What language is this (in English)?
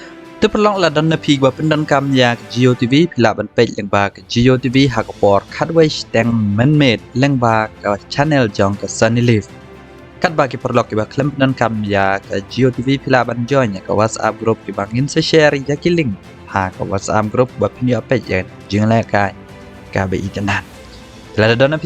Khasi